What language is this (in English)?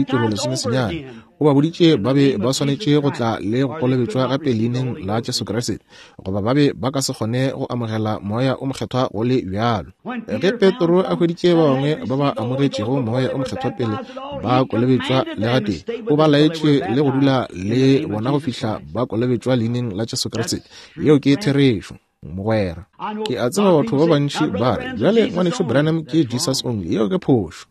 Northern Sotho